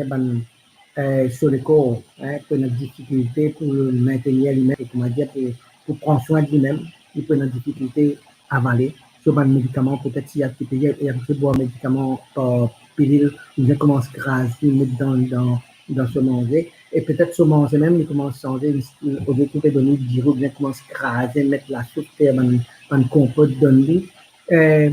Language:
Morisyen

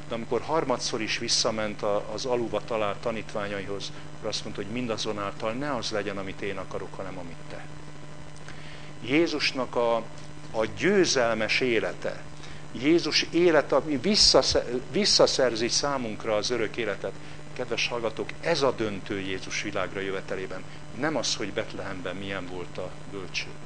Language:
Hungarian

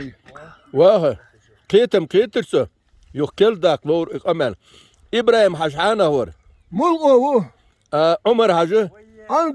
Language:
Chechen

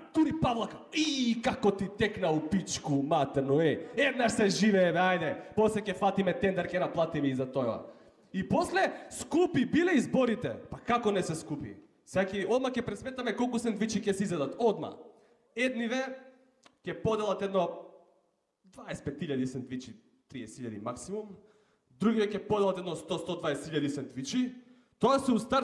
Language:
Macedonian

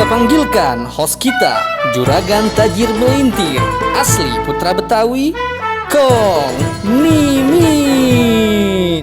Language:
Betawi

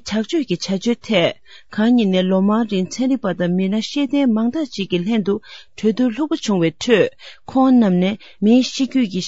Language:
Tibetan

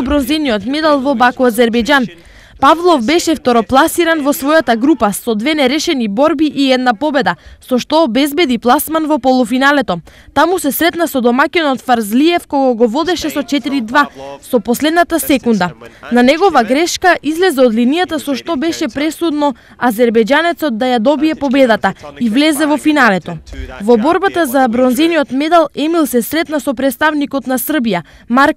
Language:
Macedonian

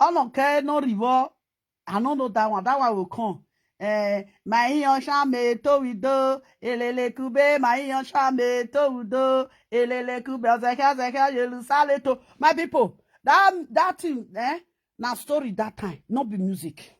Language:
Nigerian Pidgin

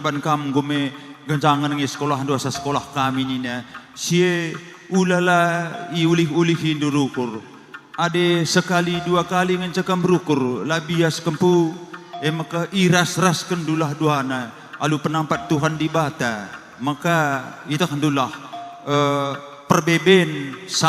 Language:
Batak Karo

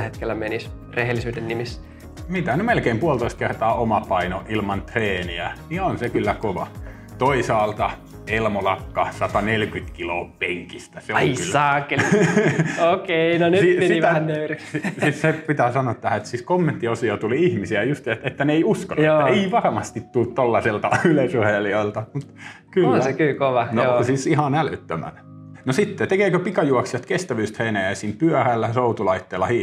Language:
Finnish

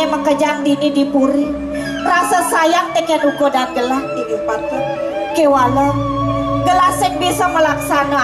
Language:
Balinese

